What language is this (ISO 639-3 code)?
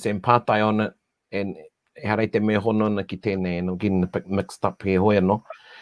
mri